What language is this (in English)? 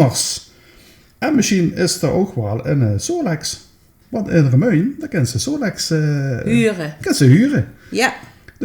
Limburgish